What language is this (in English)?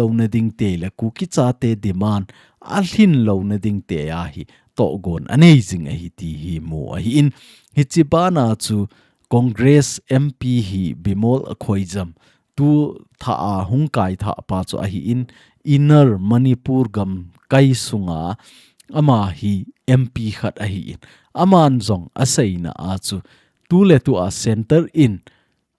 Thado Chin